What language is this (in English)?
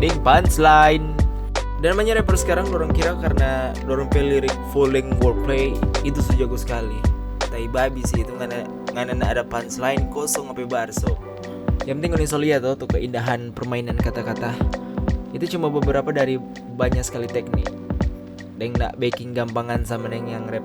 Manado Malay